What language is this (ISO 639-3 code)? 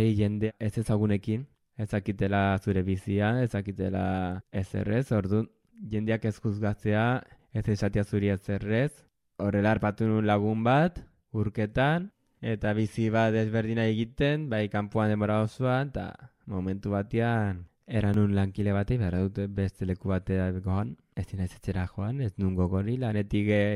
eus